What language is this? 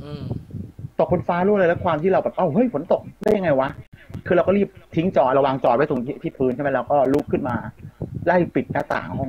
Thai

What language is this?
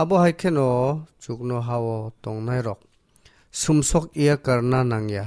Kok Borok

